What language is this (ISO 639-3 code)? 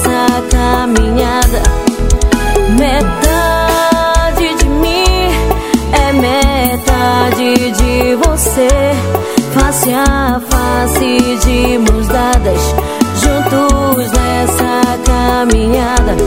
por